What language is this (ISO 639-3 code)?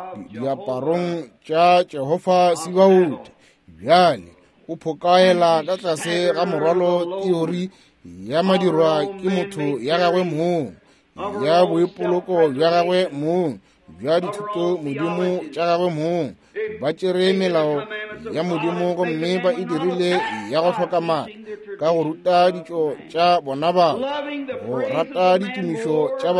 nso